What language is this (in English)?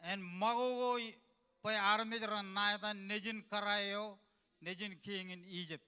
Marshallese